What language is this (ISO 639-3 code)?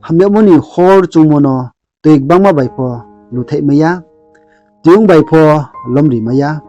ria